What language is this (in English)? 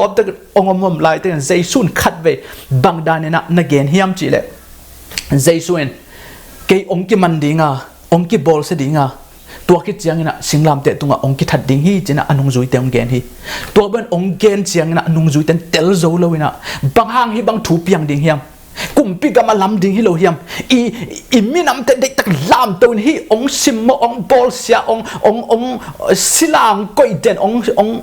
Tedim Chin